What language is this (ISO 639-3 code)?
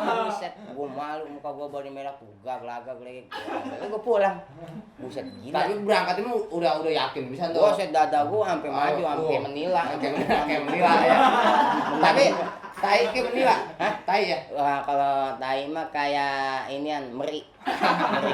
bew